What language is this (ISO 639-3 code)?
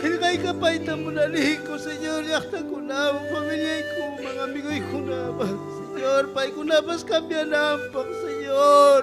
quy